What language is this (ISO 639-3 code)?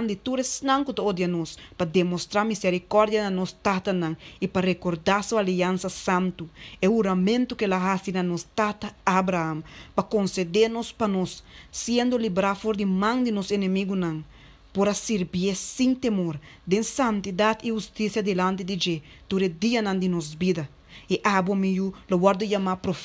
pap